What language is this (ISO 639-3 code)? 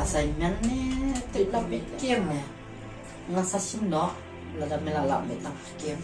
kha